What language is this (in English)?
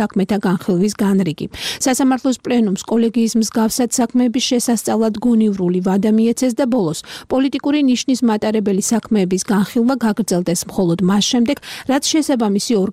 Georgian